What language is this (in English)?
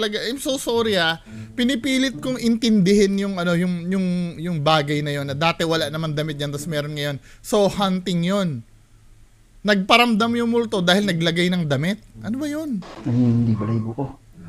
Filipino